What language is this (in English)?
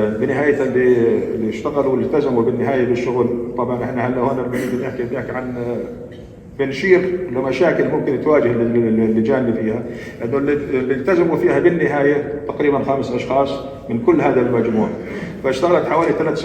North Levantine Arabic